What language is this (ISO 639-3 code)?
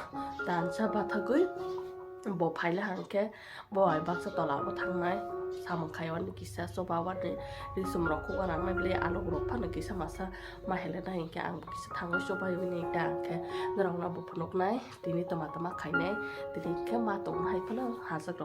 trp